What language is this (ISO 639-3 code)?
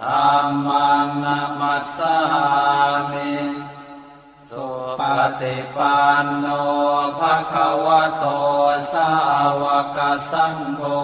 pli